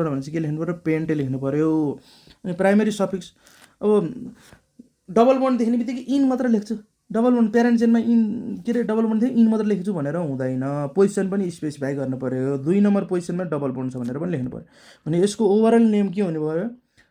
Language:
Nepali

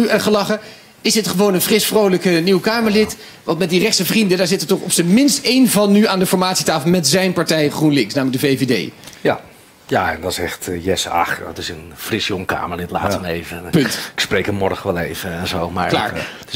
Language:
Dutch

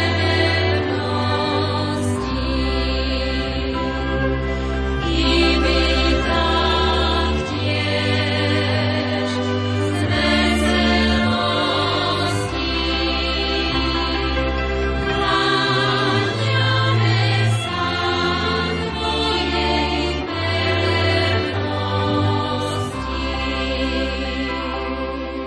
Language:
Slovak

